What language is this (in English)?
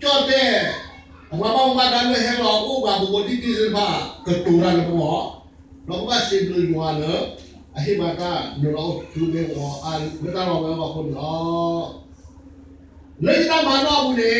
S'gaw Karen